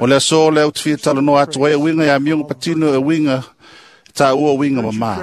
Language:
Samoan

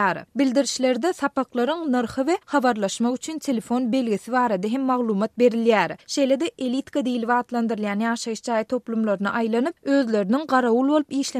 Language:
Turkmen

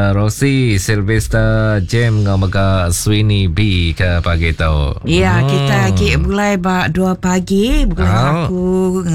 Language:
Iban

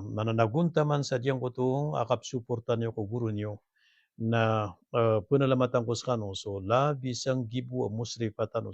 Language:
Maranao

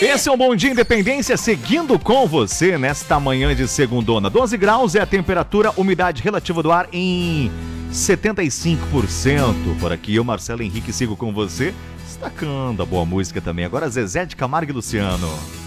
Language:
Portuguese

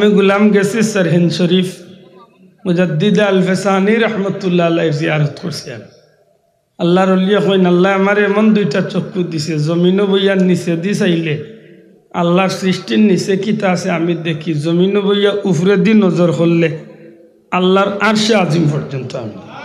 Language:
Sylheti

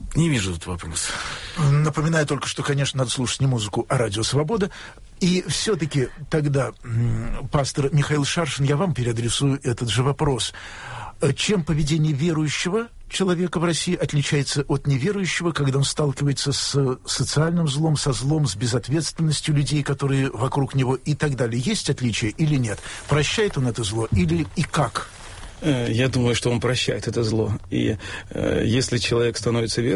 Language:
Russian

